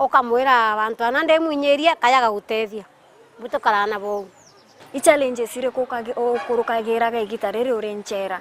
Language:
Meru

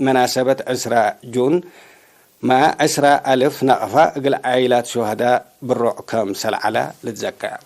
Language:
Tigre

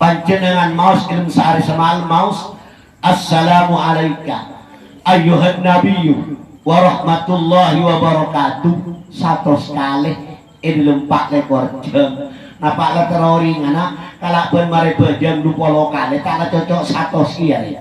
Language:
Madurese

